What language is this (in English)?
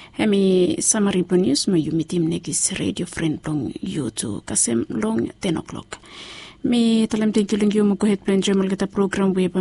Bislama